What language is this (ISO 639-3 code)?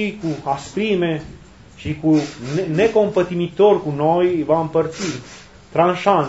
ron